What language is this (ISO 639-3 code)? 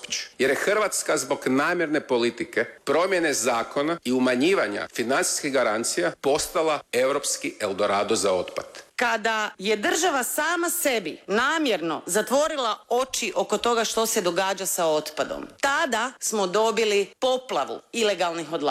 hrv